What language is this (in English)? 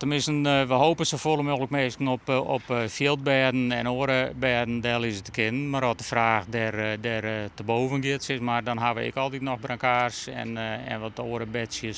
Western Frisian